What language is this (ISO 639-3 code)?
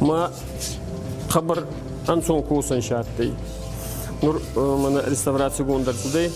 oss